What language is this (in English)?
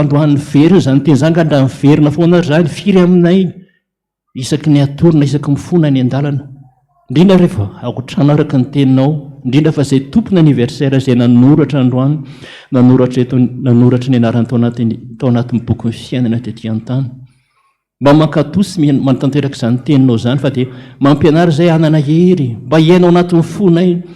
Malagasy